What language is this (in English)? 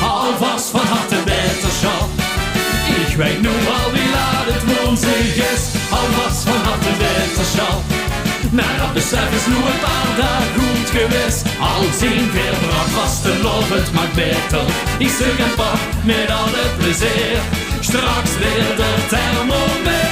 Limburgish